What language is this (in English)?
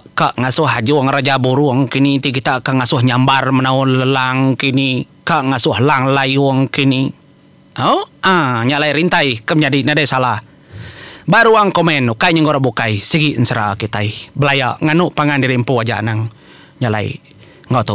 Iban